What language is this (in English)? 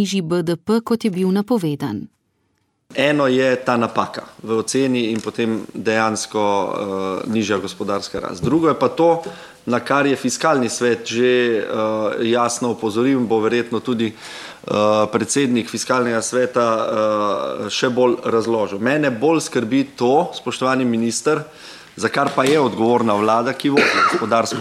Slovenian